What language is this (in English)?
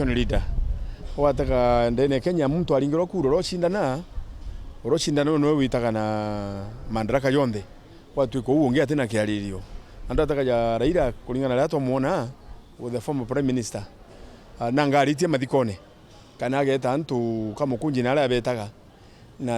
Meru